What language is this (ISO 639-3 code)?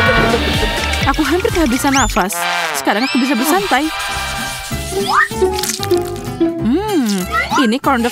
ind